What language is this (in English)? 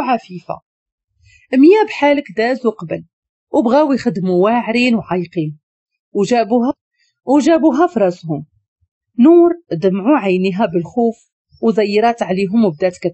Moroccan Arabic